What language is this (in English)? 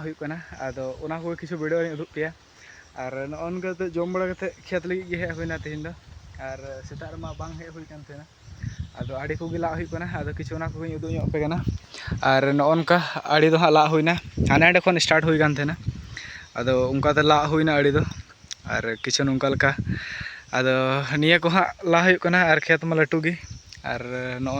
Santali